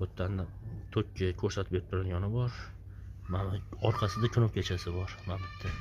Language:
Uzbek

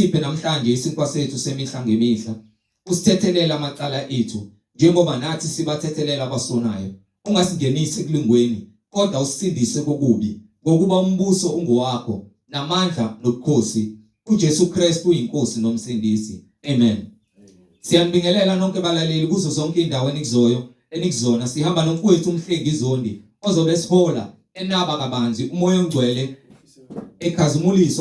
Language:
Zulu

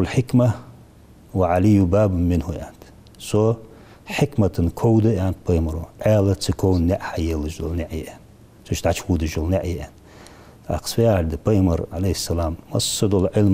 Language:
Ingush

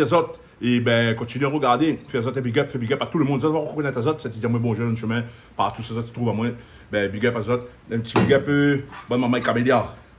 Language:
Réunion Creole French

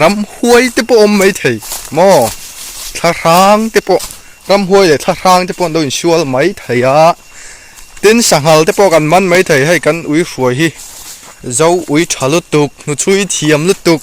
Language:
Mizo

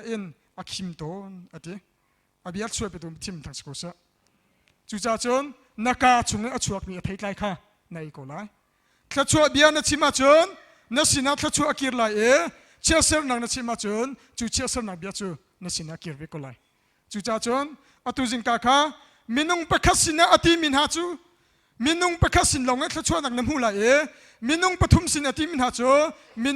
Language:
Hakha Chin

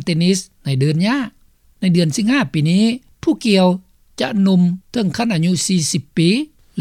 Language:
Lao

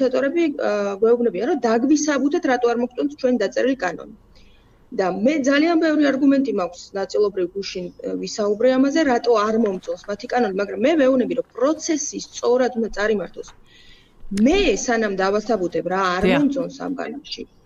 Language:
Georgian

